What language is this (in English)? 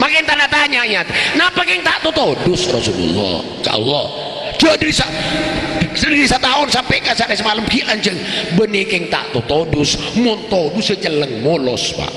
Madurese